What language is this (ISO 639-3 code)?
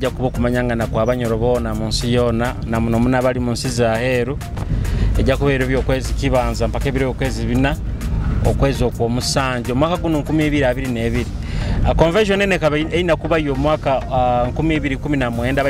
nyo